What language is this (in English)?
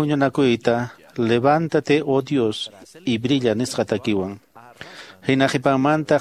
Quechua